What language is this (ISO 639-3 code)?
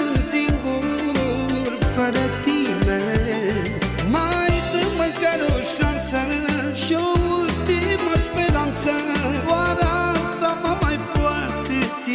ron